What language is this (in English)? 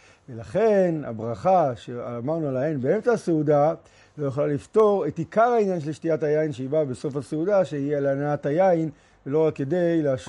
Hebrew